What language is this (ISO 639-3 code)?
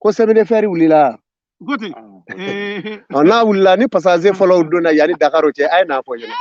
bam